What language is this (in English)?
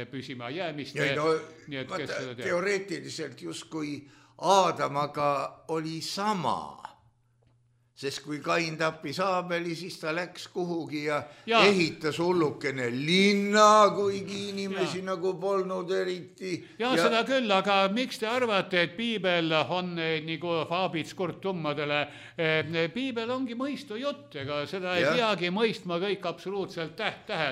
Estonian